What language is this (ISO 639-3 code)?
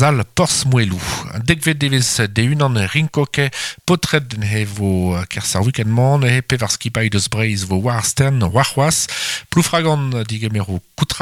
bre